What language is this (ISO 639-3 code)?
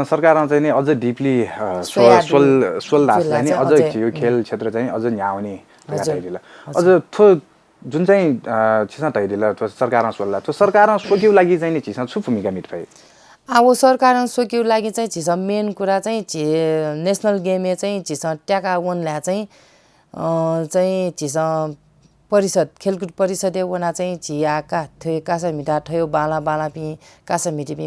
new